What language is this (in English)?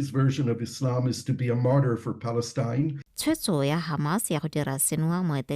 Tswana